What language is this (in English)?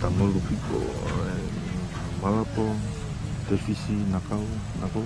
Tongan